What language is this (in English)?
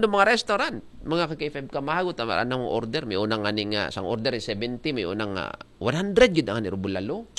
Aklanon